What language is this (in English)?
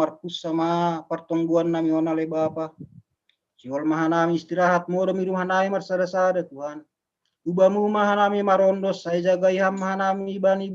Batak Simalungun